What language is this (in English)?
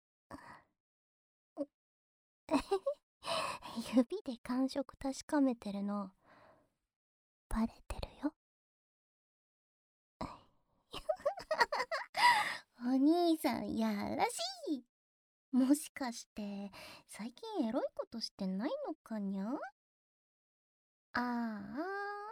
Japanese